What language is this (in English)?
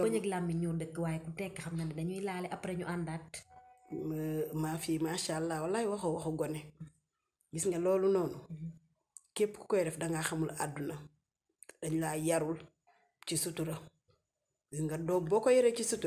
Wolof